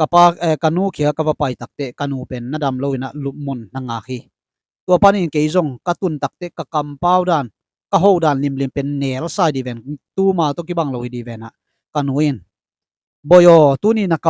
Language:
Tedim Chin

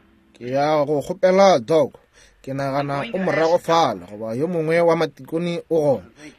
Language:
Northern Sotho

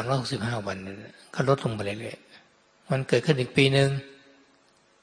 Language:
Thai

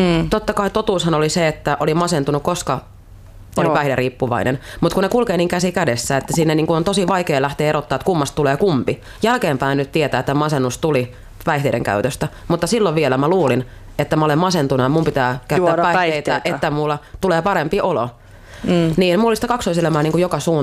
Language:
Finnish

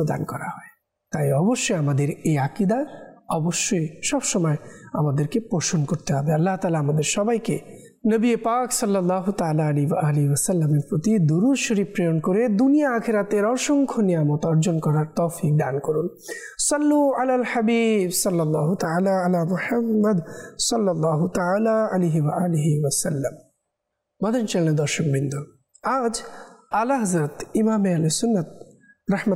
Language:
Bangla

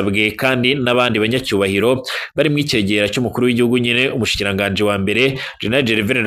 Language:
Rundi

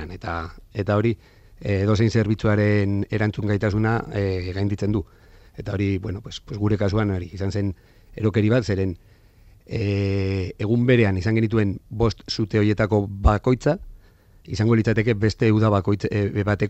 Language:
Basque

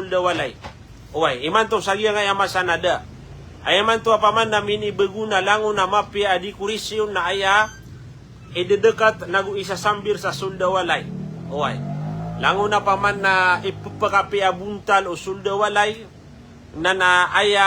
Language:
Maranao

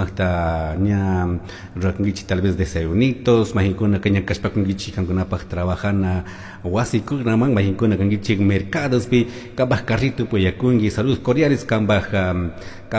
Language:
Chimborazo Highland Quichua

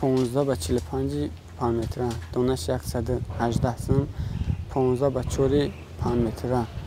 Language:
Tajik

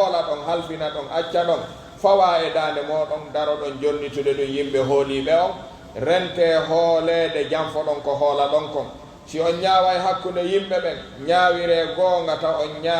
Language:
Pular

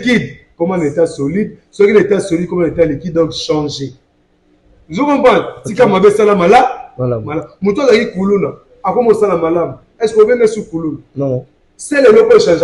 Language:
Lingala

